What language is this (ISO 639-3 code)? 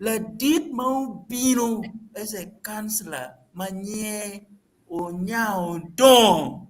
ach